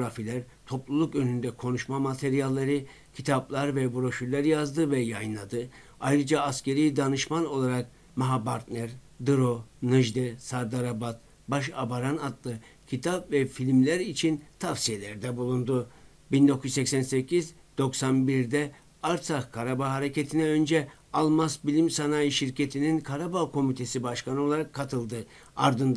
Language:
Turkish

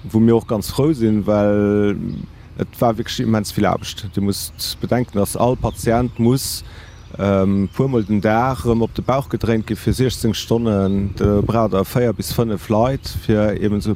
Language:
Luxembourgish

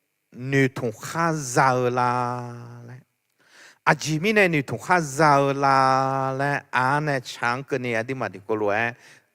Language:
Akha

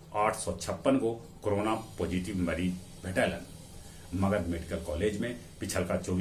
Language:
Magahi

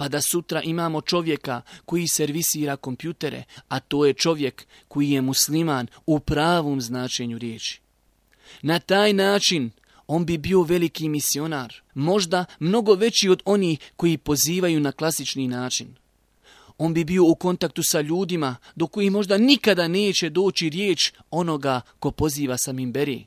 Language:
Bosnian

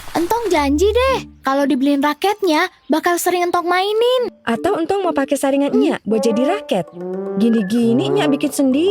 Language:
Betawi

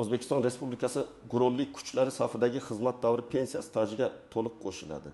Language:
Uzbek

